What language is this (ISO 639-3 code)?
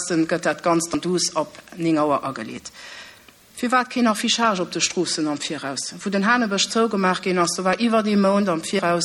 ltz